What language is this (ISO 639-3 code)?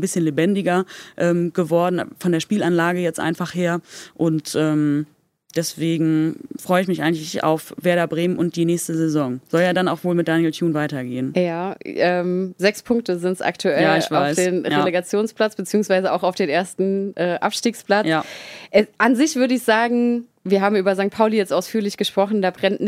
deu